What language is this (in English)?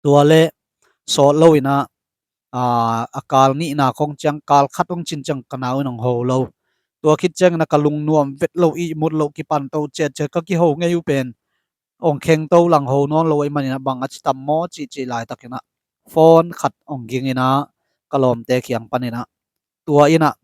Tedim Chin